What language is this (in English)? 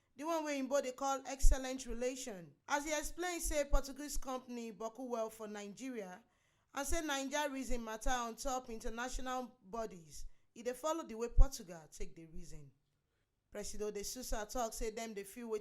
Nigerian Pidgin